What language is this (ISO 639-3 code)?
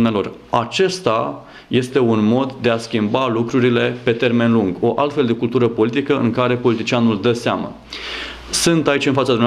ron